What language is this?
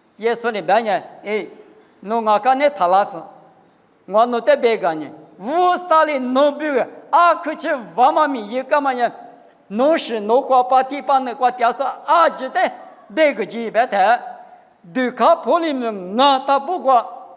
Lisu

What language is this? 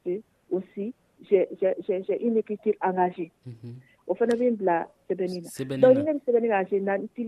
Dyula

